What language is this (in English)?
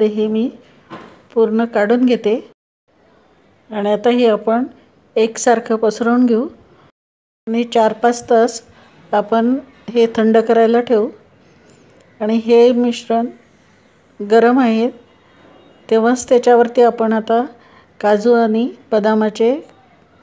Marathi